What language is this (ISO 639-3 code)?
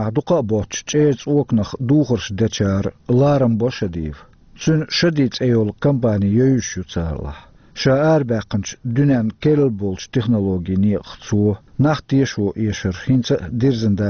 che